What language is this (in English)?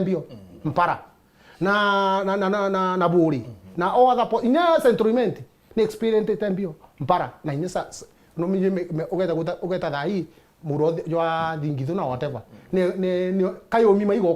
Meru